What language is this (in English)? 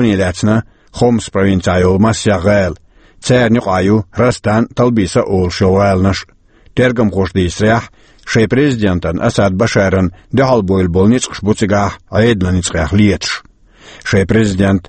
Chechen